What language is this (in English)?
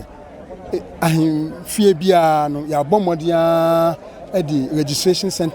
Akan